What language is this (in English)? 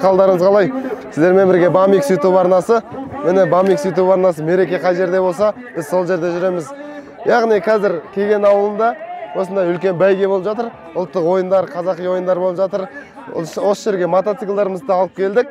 Kazakh